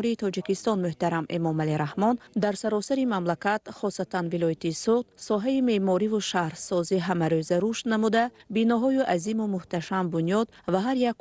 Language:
Tajik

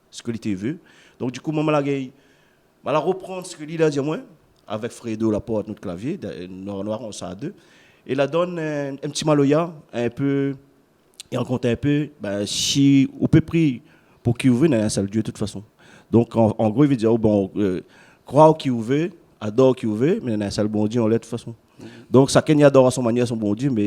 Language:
Réunion Creole French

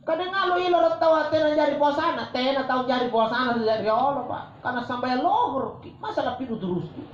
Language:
Makasar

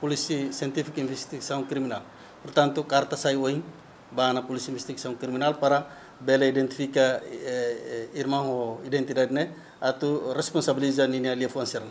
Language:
Tetum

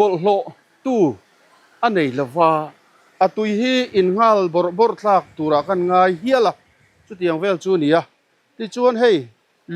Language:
Mizo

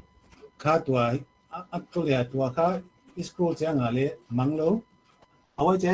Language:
Paite Chin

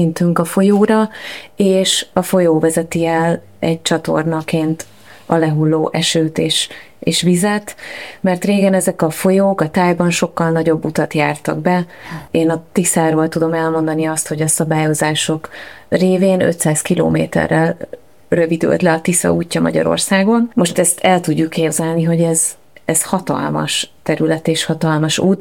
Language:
Hungarian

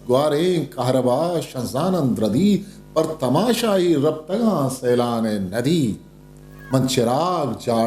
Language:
Eastern Balochi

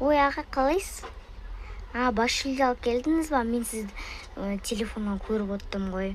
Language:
Kazakh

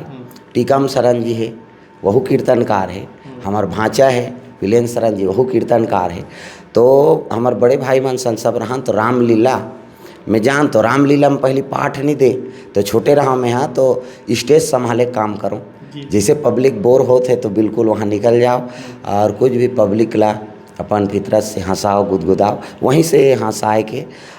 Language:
Chhattisgarhi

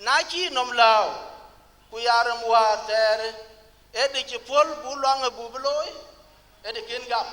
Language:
Dinka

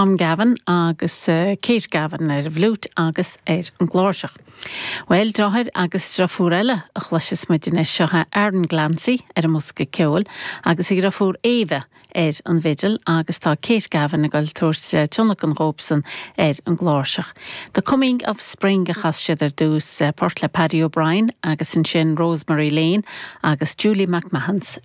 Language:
Irish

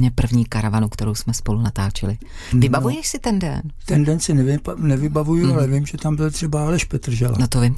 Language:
Czech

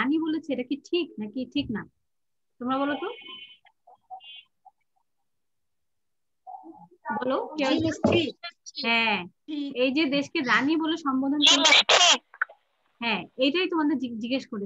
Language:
Bangla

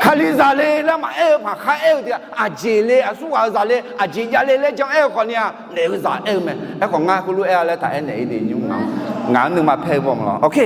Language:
Akha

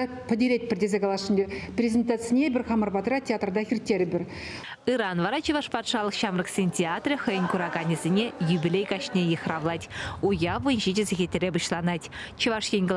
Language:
Chuvash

